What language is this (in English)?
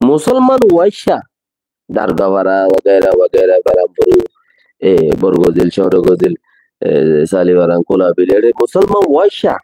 Rohingya